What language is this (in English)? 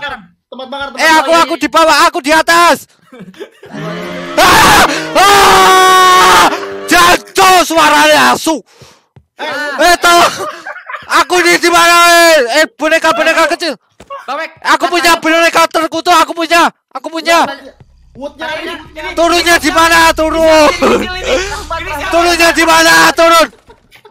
Indonesian